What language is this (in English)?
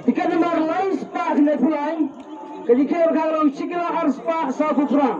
Khasi